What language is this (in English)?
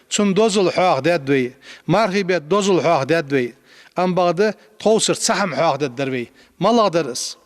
Ingush